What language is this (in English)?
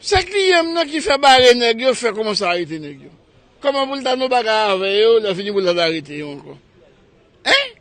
Haitian Creole